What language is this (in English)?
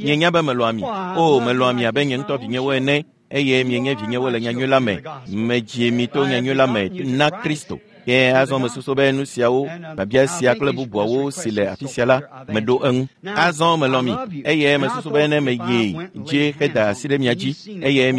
Ewe